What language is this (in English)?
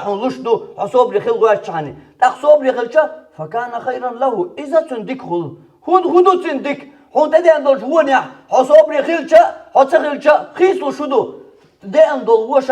Chechen